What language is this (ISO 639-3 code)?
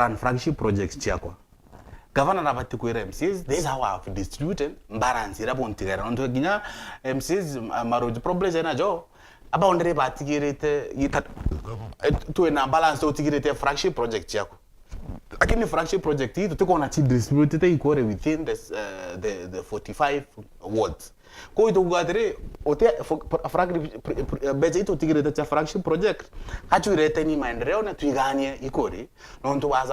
mer